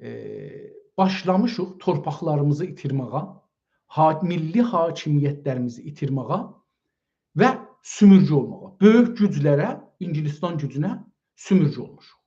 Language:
South Azerbaijani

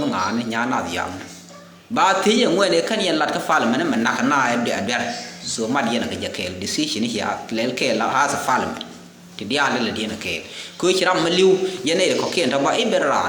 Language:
Nuer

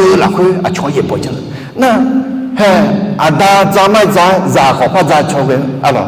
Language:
Akha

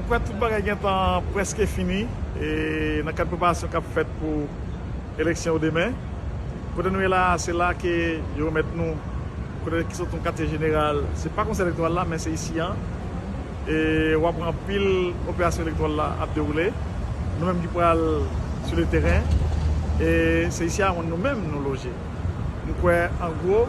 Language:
Haitian Creole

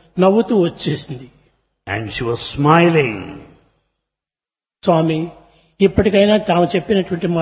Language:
Telugu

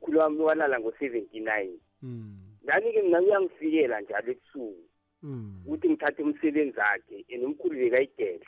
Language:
South Ndebele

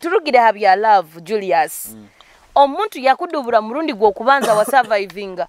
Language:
Nyoro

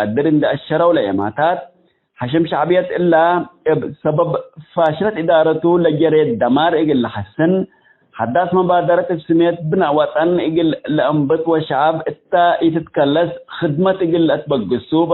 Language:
Tigre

